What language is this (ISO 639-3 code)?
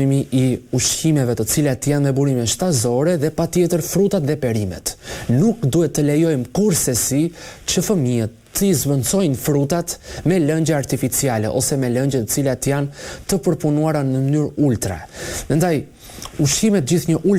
sqi